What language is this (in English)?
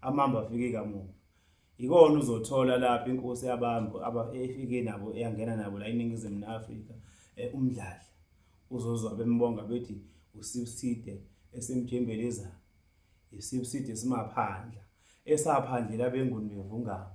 Zulu